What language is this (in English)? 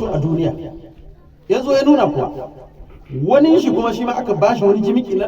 Hausa